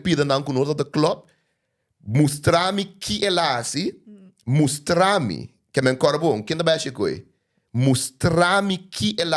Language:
Papiamento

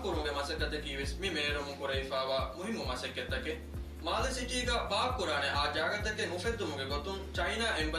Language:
Divehi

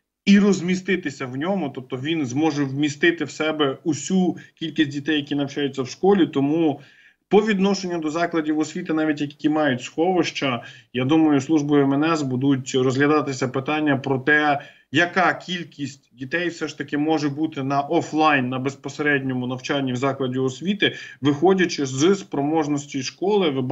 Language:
Ukrainian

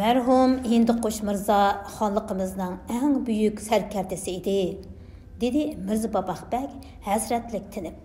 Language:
Uyghur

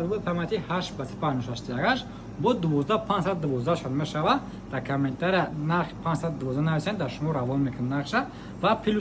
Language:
Tajik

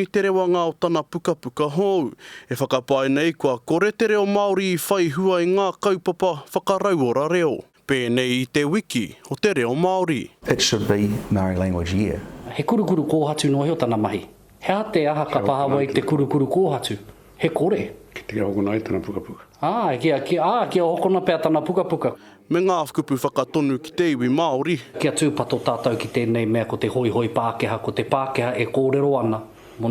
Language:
Māori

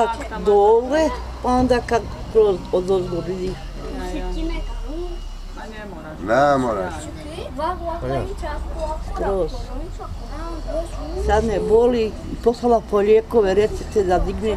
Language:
Bosnian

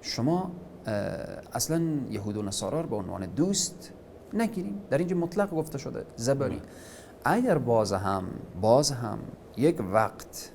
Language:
Persian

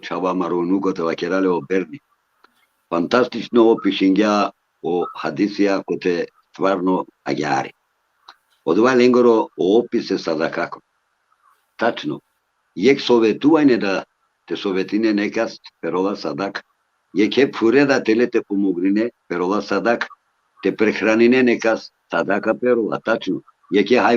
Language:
Balkan Romani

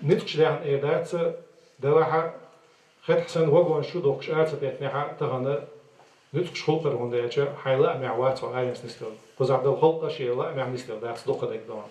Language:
Chechen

